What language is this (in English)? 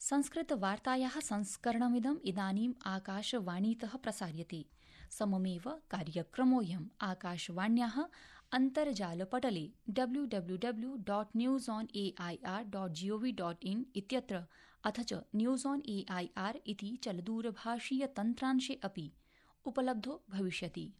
Sanskrit